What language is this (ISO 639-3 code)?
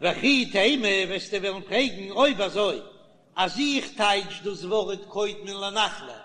yid